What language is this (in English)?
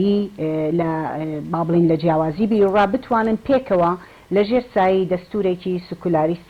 Central Kurdish